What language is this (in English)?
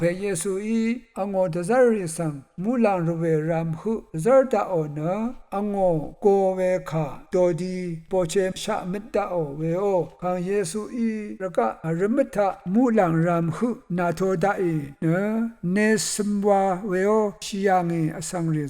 Rawang